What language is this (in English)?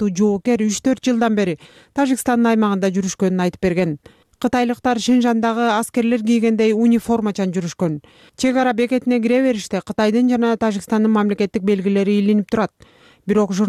Kyrgyz